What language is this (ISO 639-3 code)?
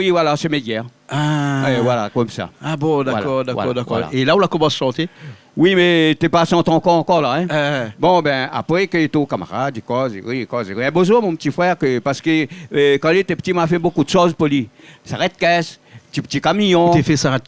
rcf